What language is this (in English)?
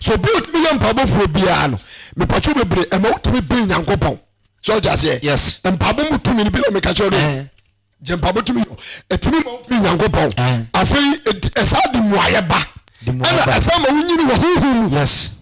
Akan